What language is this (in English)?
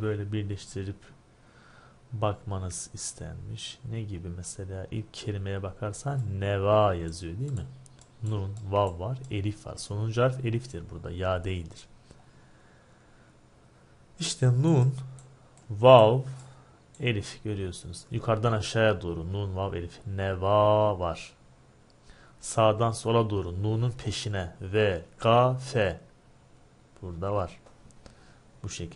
Turkish